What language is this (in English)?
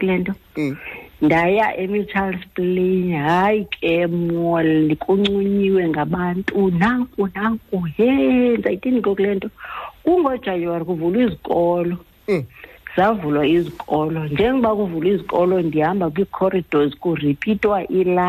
Xhosa